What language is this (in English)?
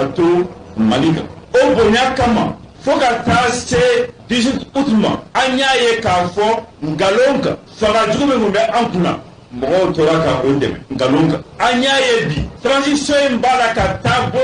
Bambara